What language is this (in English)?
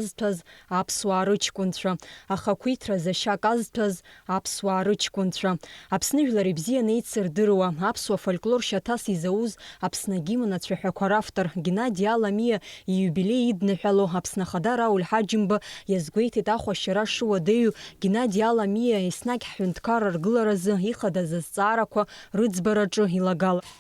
Abkhazian